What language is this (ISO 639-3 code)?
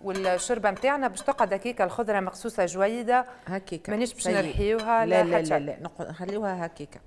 aeb